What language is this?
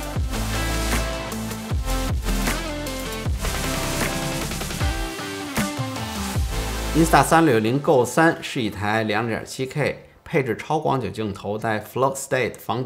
Chinese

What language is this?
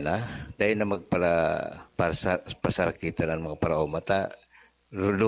Bikol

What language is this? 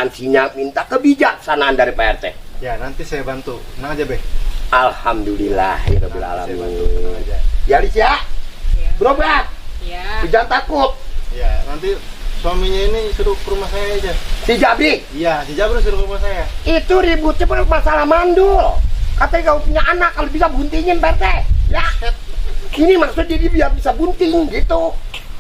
Betawi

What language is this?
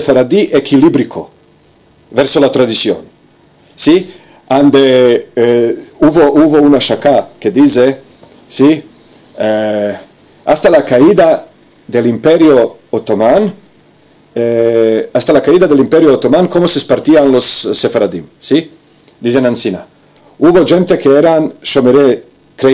Ladino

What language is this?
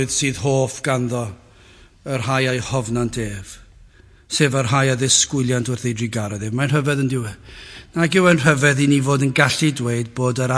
Welsh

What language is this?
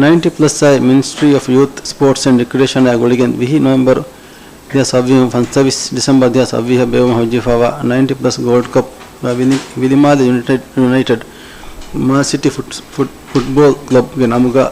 Divehi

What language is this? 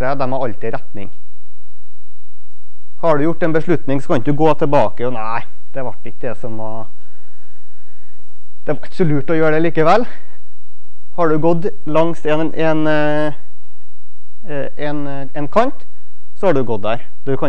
Norwegian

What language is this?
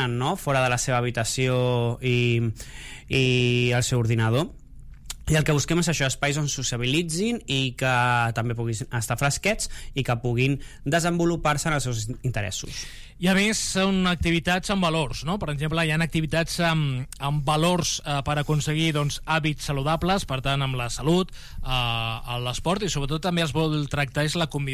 Catalan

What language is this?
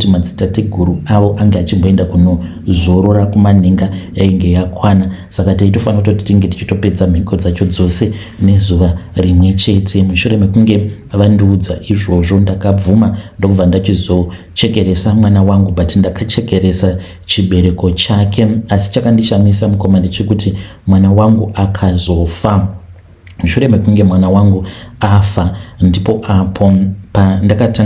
Shona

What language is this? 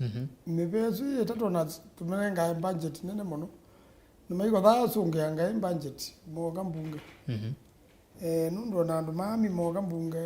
Kamba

